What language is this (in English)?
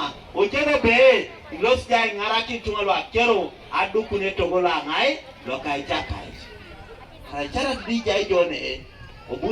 Teso